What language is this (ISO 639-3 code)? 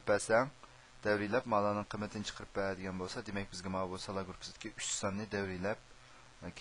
uig